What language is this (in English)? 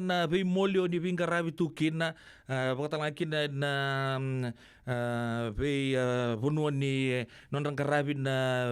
Fijian